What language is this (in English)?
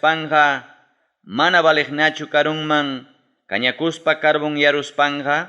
Ayacucho Quechua